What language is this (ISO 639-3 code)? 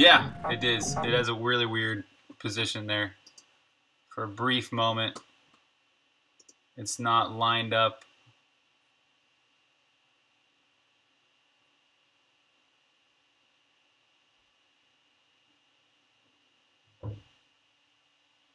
eng